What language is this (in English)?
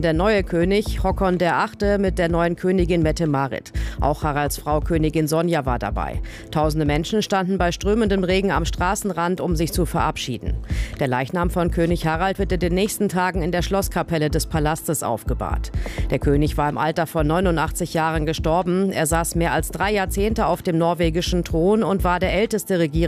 German